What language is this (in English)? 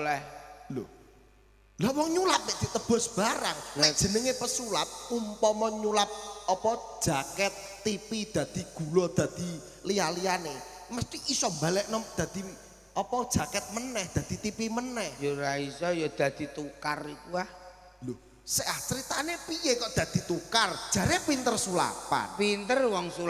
Javanese